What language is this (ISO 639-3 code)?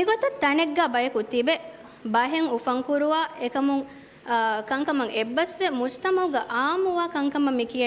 div